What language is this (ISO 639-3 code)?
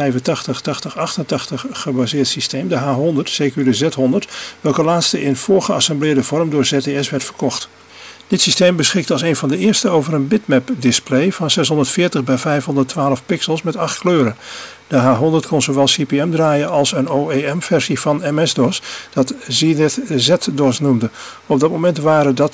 nld